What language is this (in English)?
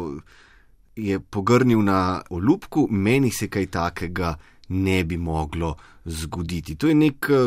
Slovenian